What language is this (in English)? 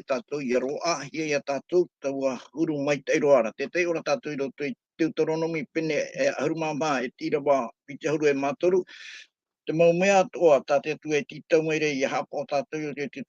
Tahitian